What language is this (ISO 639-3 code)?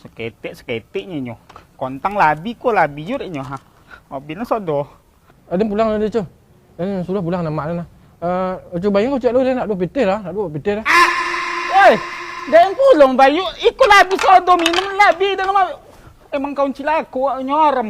min